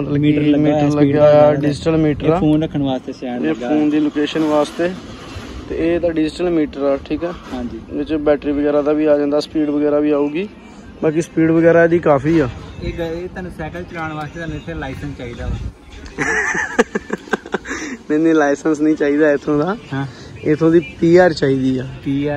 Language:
Punjabi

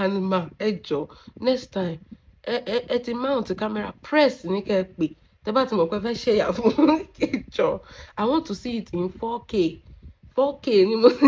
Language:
Yoruba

